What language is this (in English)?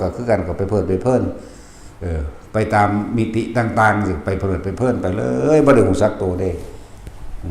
Northeastern Thai